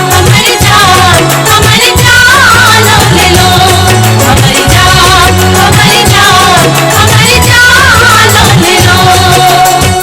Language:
Maithili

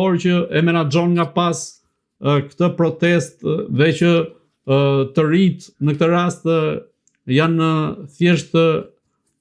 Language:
Albanian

